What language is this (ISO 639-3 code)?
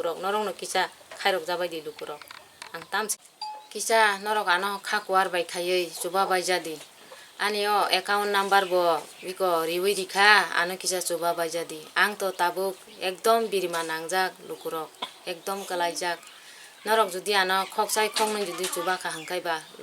trp